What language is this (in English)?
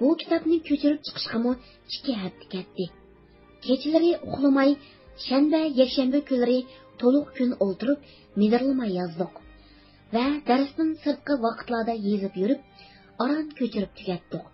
Uyghur